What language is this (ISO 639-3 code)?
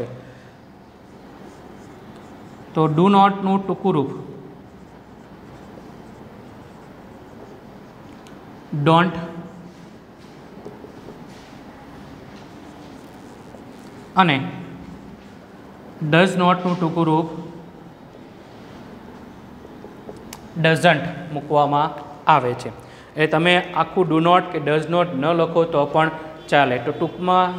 guj